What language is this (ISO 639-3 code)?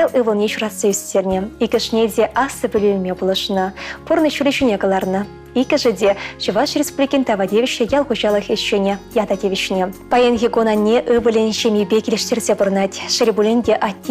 chv